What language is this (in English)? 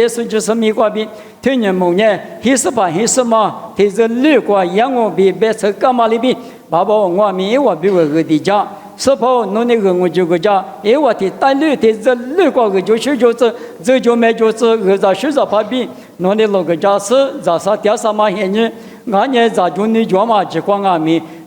Lisu